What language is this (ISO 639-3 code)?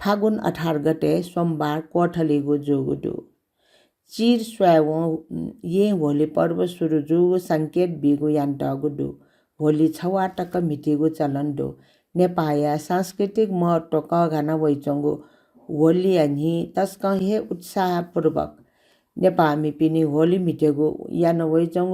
new